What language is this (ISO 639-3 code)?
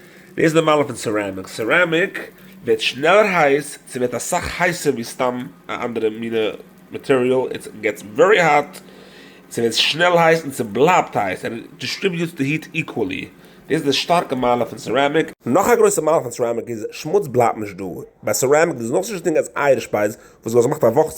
yid